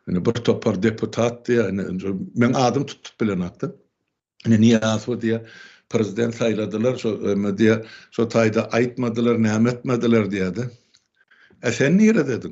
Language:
Turkmen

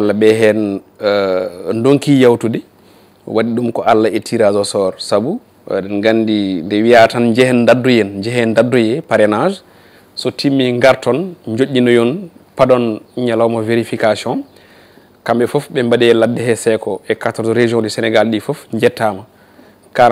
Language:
Fula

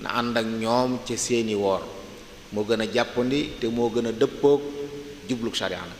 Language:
Wolof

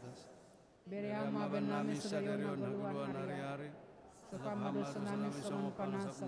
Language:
Batak Simalungun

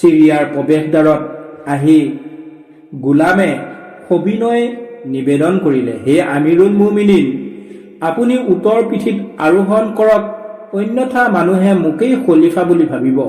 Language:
Assamese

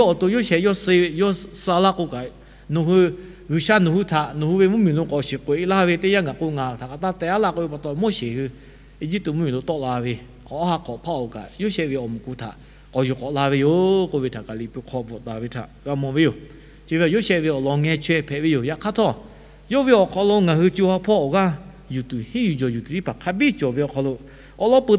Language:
Lahu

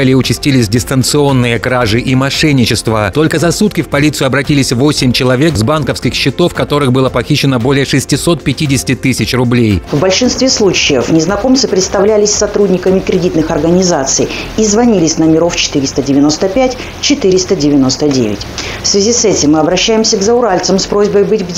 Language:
Russian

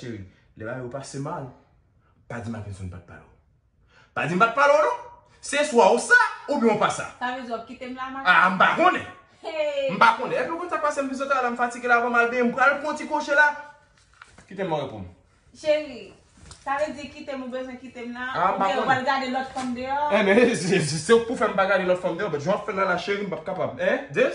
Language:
Haitian Creole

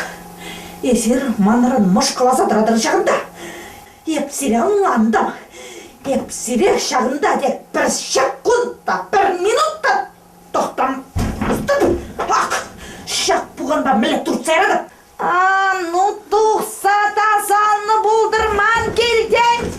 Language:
Chuvash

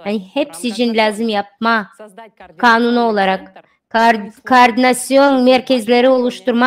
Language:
Gagauz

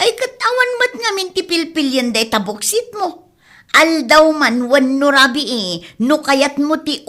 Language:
Iloko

